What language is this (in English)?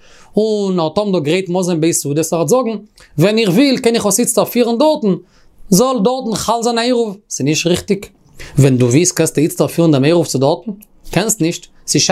Yiddish